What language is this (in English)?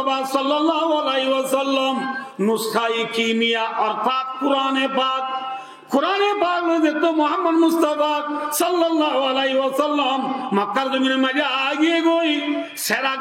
Rohingya